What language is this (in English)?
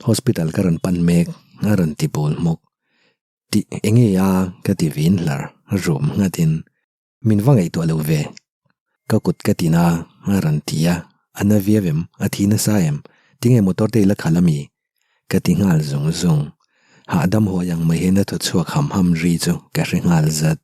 Mizo